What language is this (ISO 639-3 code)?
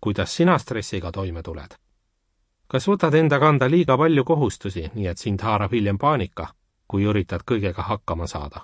est